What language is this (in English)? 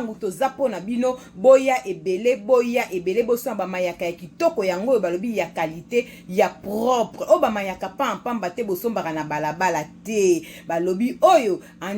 Lingala